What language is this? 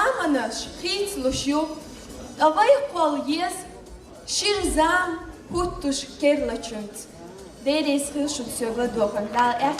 Chechen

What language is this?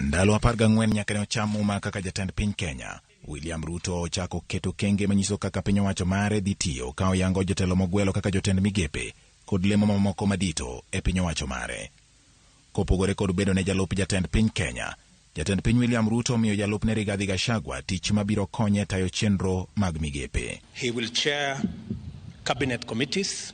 Luo (Kenya and Tanzania)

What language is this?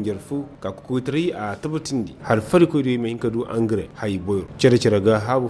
Koyraboro Senni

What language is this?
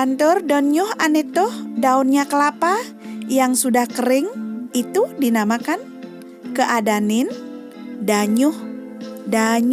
Balinese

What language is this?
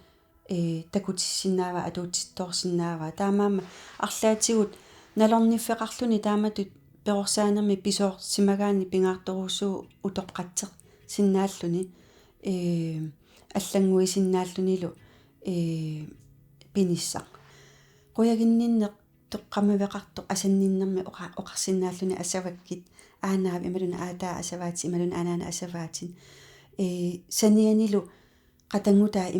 Kalaallisut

